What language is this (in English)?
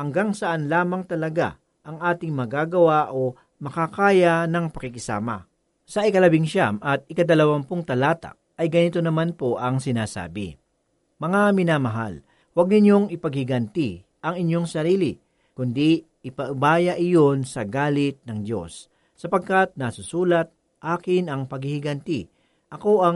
Filipino